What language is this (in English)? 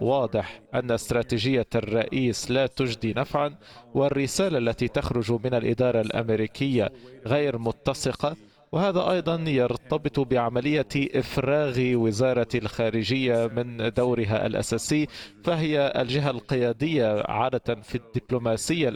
Arabic